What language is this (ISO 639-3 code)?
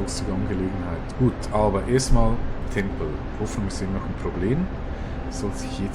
gsw